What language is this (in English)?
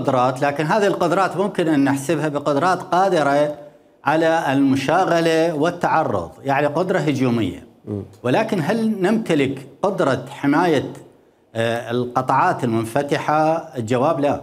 Mesopotamian Arabic